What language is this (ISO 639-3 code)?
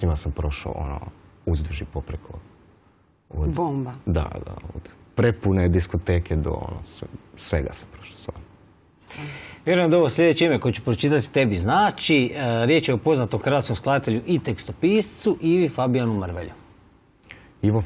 hrv